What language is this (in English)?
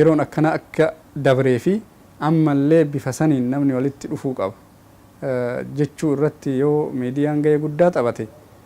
Oromo